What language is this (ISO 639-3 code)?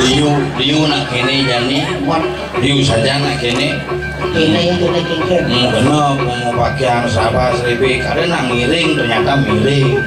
ban